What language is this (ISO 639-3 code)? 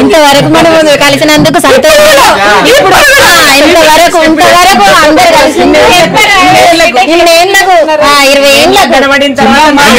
tel